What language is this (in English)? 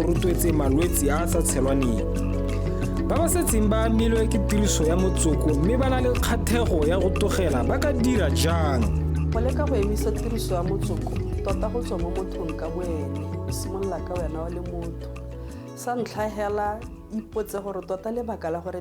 Tswana